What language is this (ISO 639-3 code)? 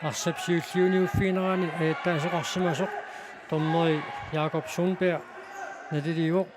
kal